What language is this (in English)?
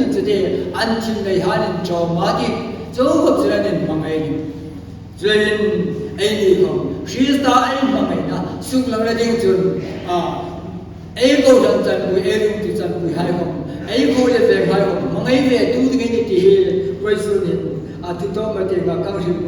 Hmar